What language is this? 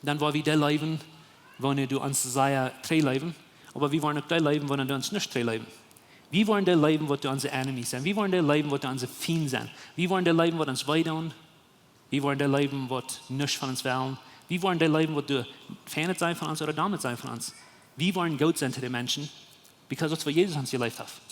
Plautdietsch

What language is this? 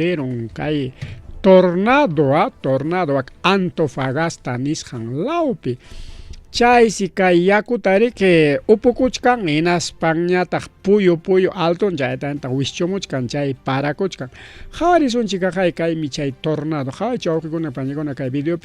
Ayacucho Quechua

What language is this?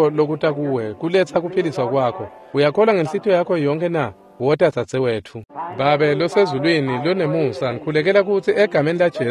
Swati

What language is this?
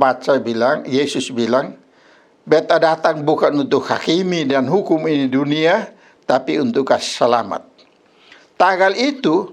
Kupang Malay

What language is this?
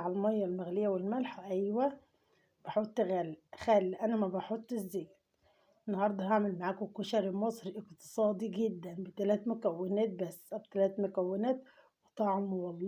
Egyptian Arabic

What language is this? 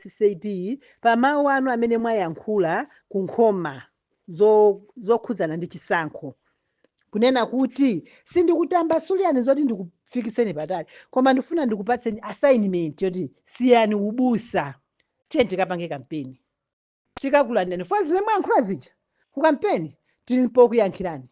Nyanja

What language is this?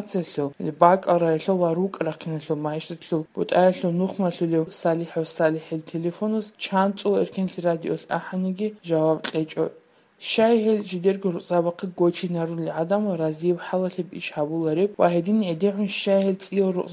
Avaric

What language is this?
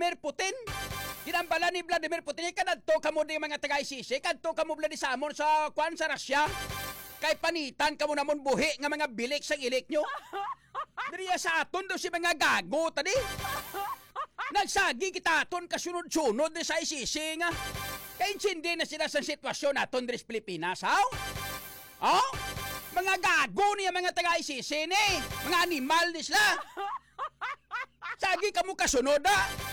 Hiligaynon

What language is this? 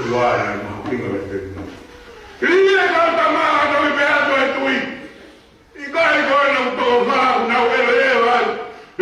Tongan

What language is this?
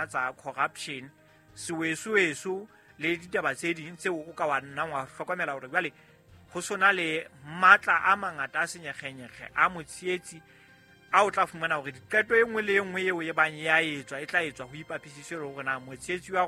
Southern Sotho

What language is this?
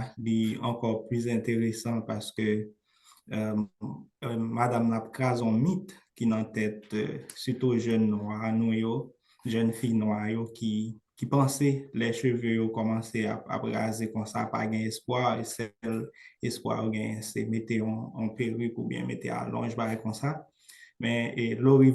Haitian Creole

